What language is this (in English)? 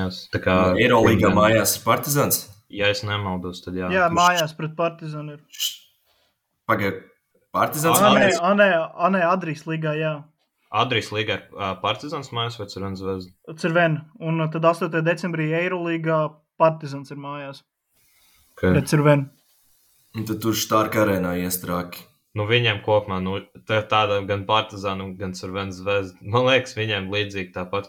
Latvian